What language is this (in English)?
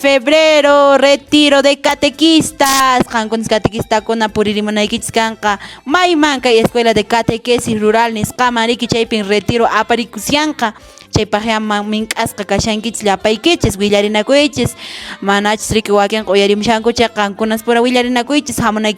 Quechua